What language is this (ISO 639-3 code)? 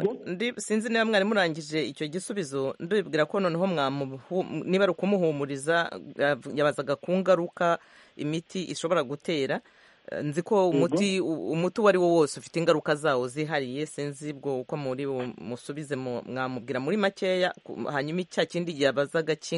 kin